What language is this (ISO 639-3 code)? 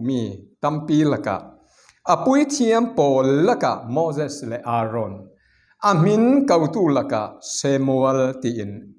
cfm